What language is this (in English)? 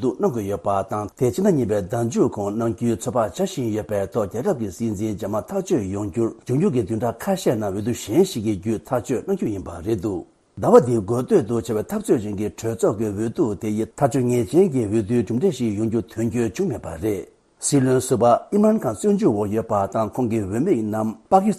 Tibetan